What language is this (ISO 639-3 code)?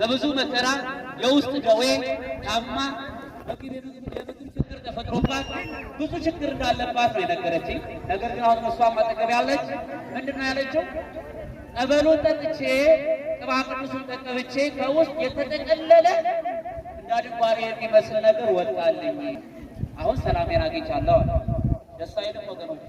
amh